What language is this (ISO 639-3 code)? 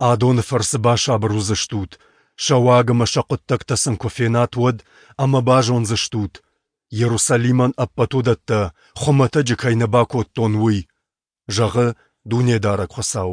oss